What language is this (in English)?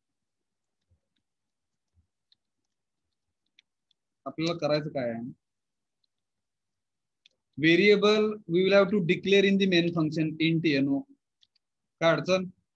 Marathi